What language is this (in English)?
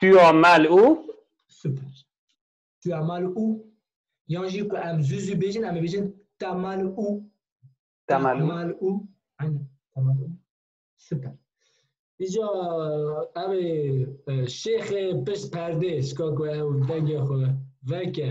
Kurdish